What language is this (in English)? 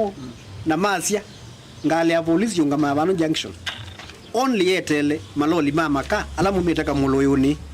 Kamba